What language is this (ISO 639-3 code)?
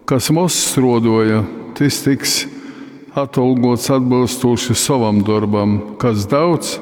ltg